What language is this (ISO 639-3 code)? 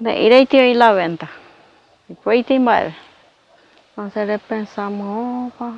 grn